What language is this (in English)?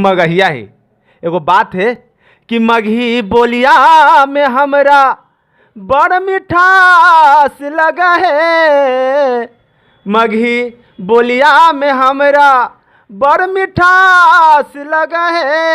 Magahi